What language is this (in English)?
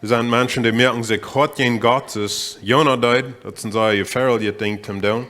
Plautdietsch